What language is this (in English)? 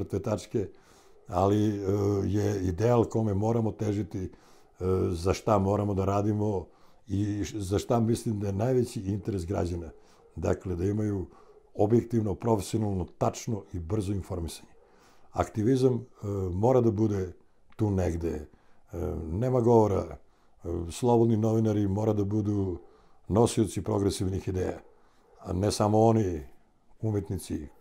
Macedonian